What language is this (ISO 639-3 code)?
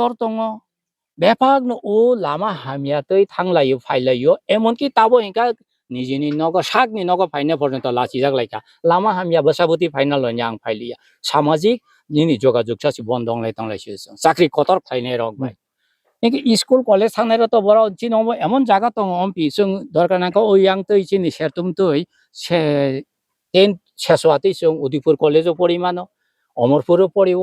trp